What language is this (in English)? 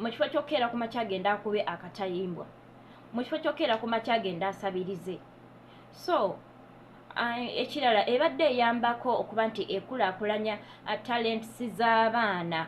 Ganda